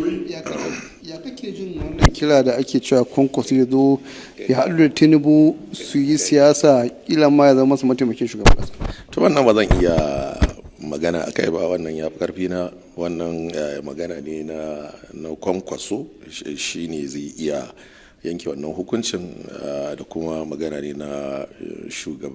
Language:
Hausa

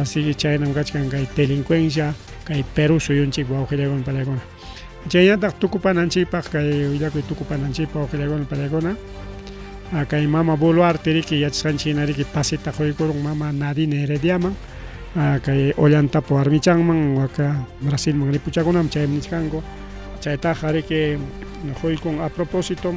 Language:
Ayacucho Quechua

